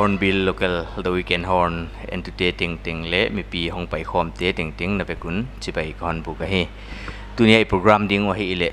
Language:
Paite Chin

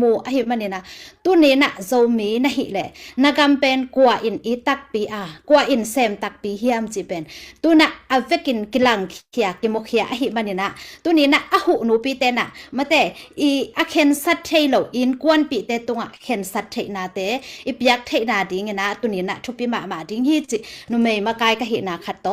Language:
Tedim Chin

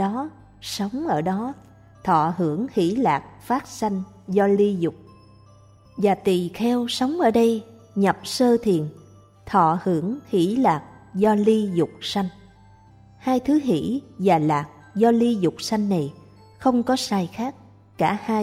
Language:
Vietnamese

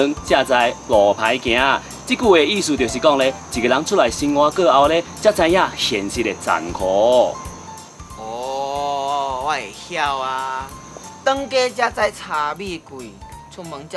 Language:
Min Nan Chinese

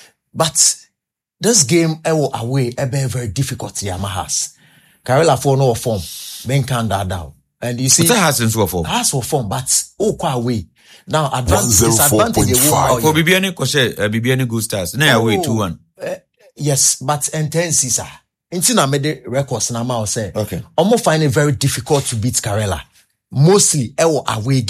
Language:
Akan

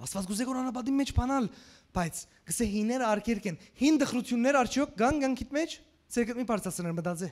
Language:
Western Armenian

